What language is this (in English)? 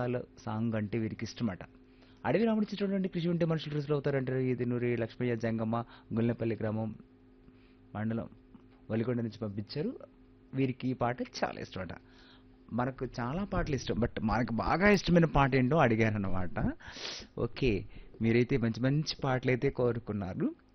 Telugu